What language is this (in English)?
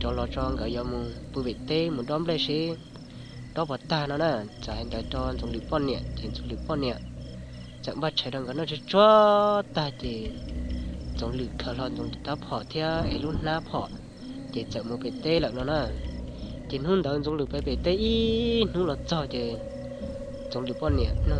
Hmong